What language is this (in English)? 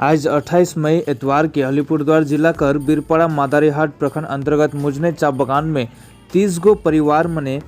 Sadri